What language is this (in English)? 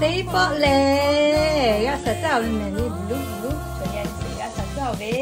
Lahu